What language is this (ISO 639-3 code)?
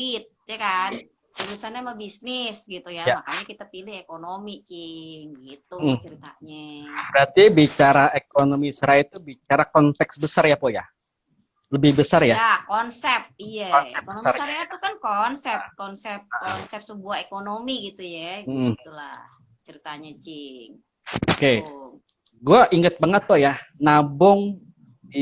bew